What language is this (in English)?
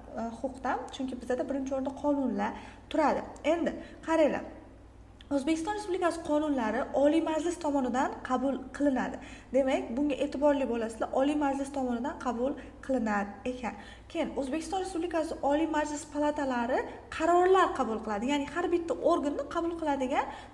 Uzbek